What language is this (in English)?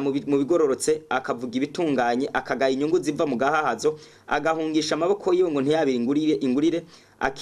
Rundi